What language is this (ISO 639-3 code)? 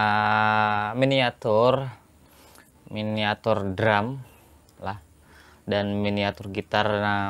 bjn